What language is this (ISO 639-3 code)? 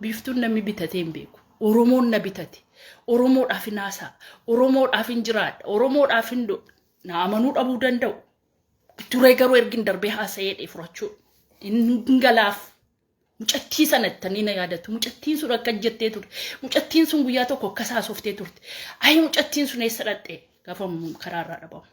orm